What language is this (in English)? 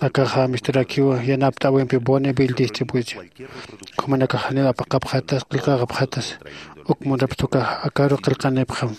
Aymara